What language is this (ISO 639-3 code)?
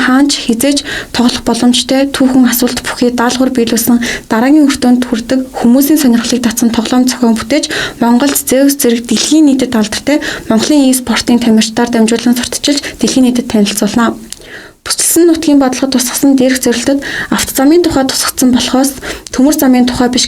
mon